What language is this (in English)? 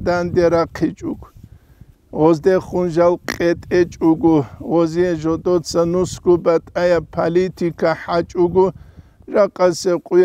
Avaric